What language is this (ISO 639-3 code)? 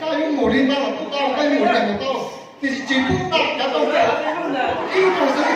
hmn